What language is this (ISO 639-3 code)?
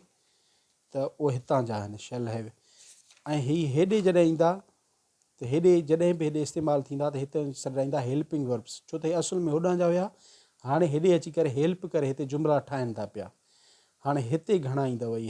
snd